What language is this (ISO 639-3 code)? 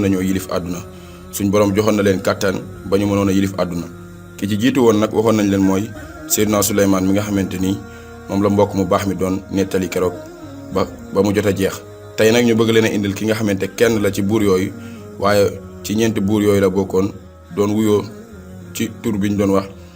wol